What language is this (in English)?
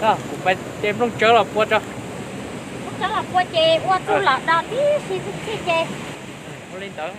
Hmong